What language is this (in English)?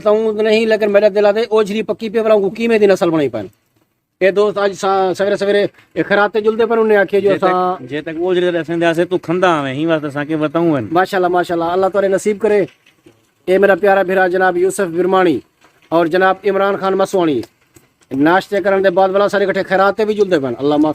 Saraiki